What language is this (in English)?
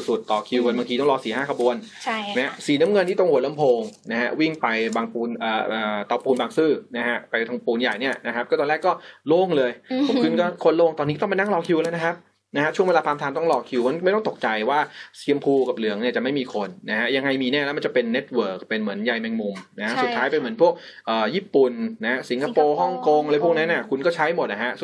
Thai